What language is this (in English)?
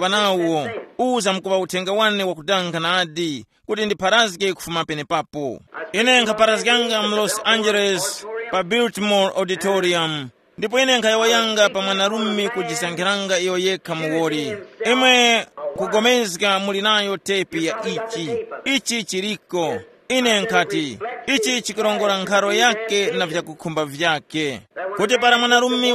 Tumbuka